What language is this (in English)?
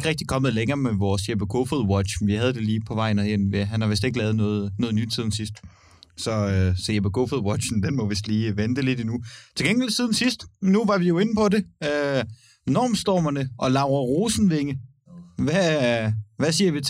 Danish